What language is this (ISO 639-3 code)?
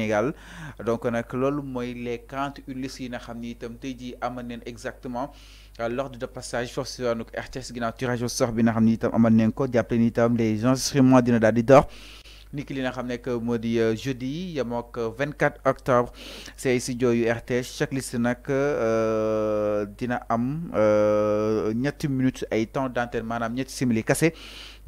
wol